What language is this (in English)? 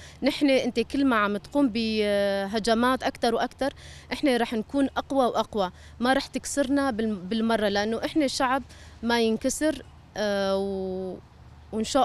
Kurdish